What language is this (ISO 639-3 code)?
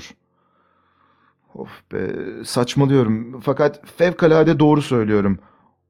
tur